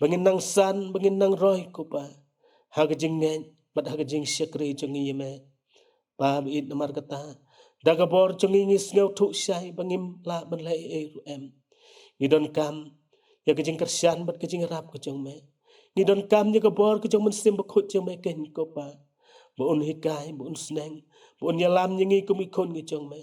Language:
Khasi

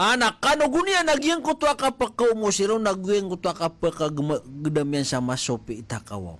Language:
Maranao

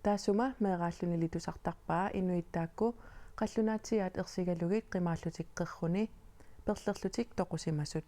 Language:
Kalaallisut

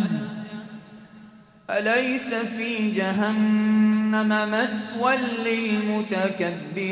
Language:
Arabic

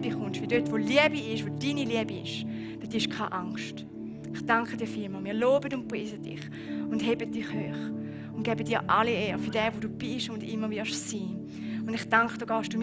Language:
Swiss German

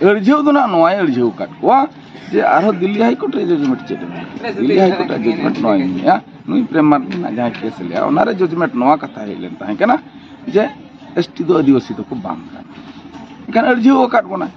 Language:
Santali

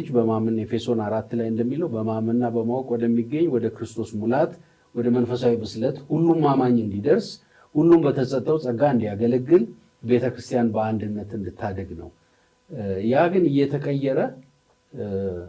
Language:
Amharic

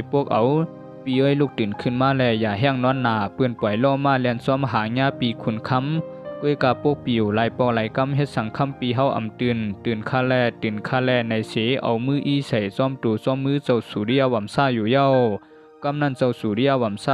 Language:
Shan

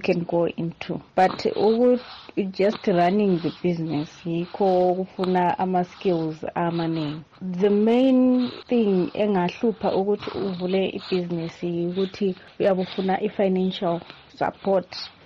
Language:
North Ndebele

